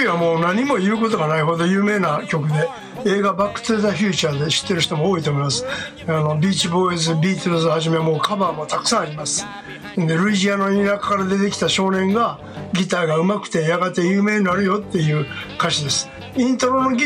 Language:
Japanese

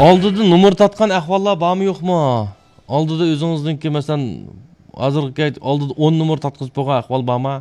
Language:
Uyghur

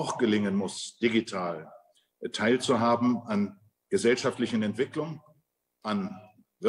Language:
German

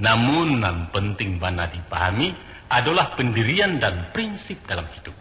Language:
Minangkabau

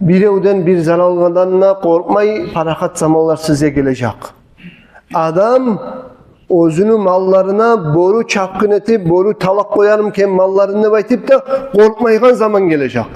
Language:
Kumyk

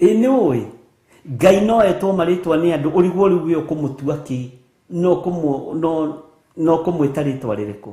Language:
Kikuyu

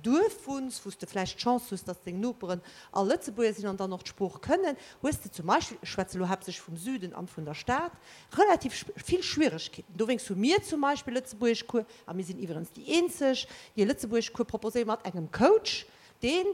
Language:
Luxembourgish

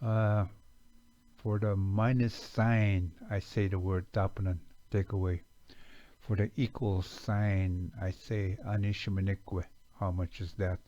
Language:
Chippewa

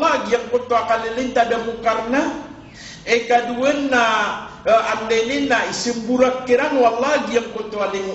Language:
Maranao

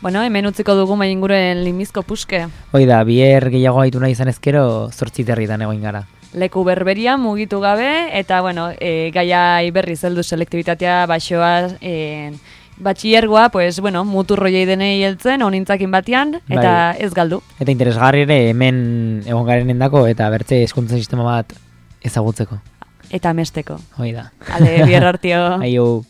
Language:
Basque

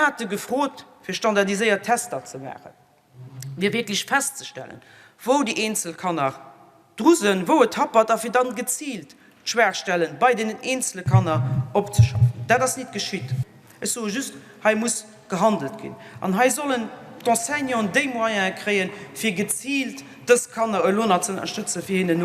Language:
Luxembourgish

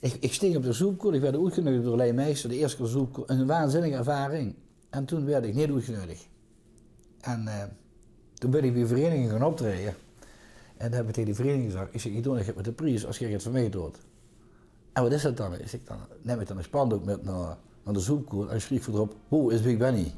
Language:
Limburgish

